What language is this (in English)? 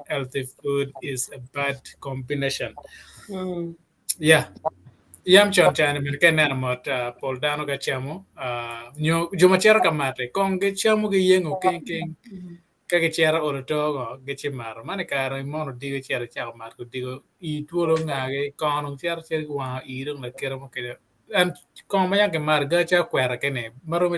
Acoli